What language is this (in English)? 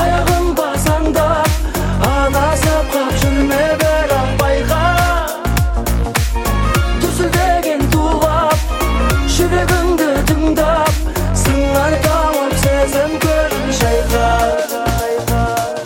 Kazakh